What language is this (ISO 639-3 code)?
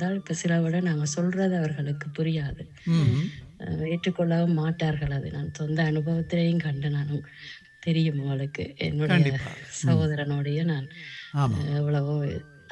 tam